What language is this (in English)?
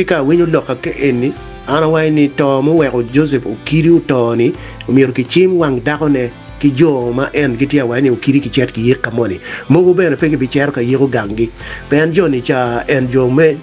Acoli